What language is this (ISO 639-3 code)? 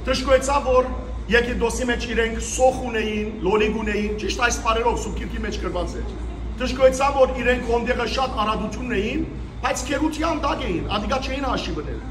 hyw